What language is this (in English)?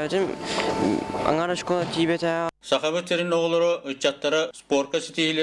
Yakut